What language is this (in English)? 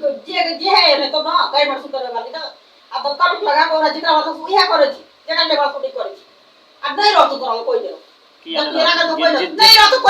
Maithili